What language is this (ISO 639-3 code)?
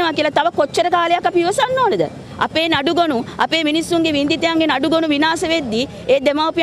sin